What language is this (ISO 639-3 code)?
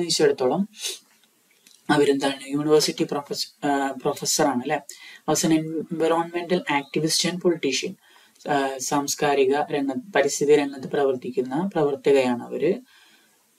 mal